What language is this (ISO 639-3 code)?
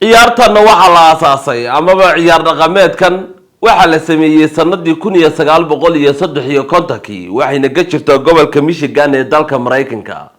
som